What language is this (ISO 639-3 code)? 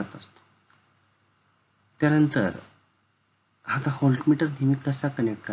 mar